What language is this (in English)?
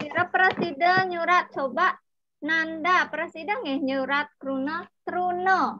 Balinese